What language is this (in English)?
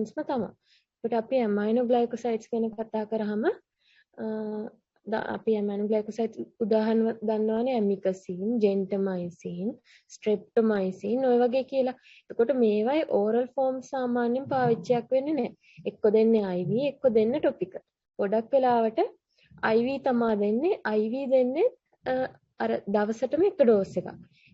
Sinhala